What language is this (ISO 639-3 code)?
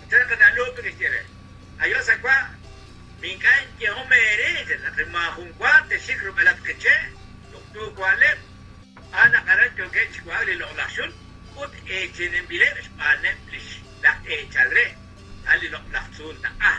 kek